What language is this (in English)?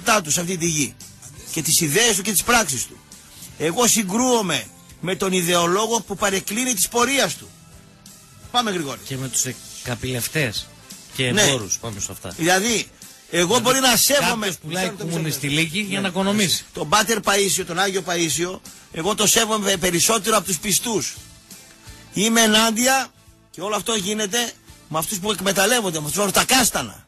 Greek